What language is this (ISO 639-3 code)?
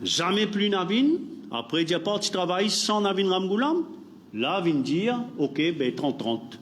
mfe